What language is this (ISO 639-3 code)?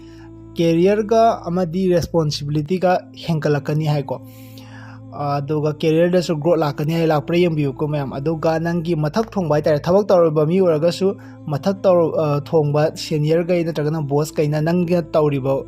mni